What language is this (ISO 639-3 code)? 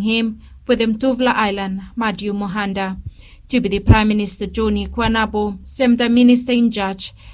bis